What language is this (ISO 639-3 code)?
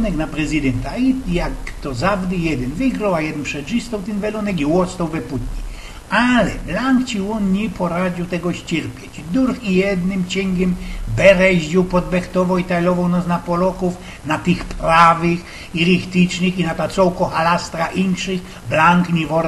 szl